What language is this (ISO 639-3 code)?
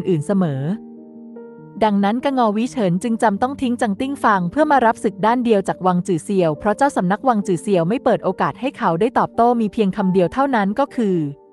tha